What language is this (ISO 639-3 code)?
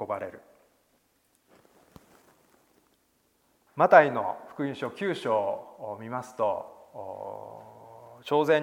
jpn